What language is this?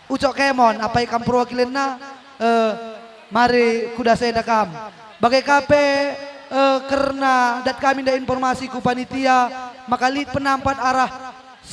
Batak Karo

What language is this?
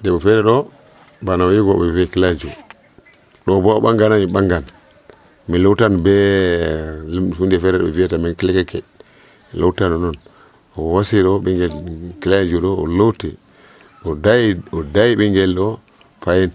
Nigerian Fulfulde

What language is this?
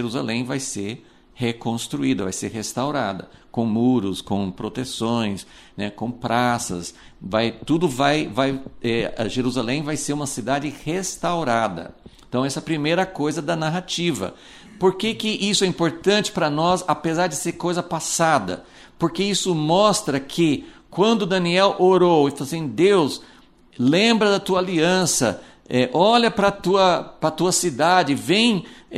Portuguese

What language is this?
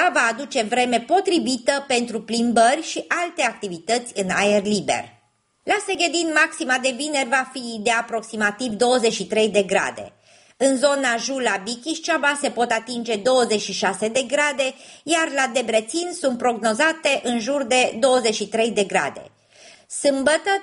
Romanian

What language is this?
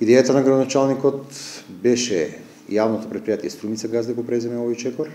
Macedonian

